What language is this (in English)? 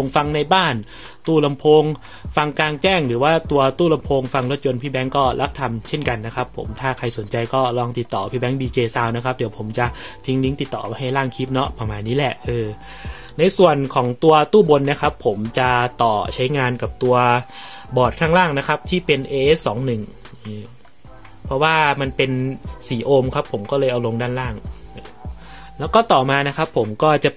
Thai